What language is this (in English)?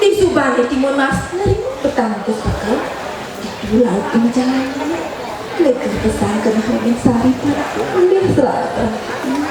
Balinese